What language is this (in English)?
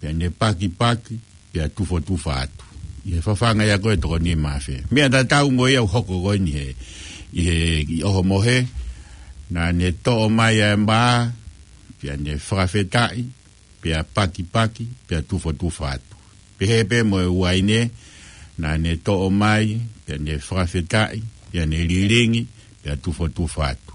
Tongan